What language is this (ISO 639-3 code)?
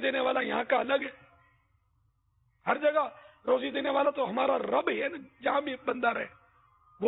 urd